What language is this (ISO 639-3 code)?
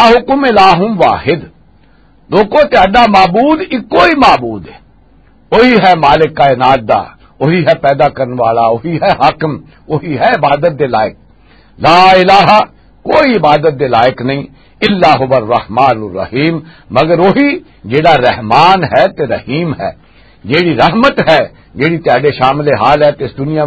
lah